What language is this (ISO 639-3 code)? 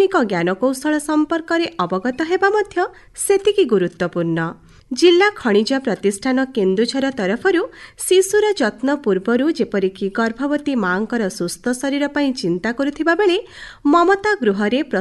ori